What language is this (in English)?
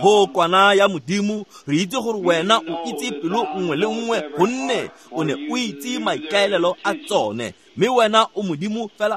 Tswana